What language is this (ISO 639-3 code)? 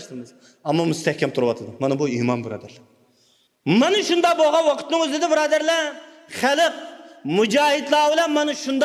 uig